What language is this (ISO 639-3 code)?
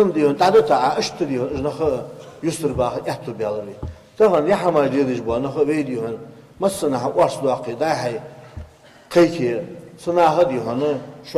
inh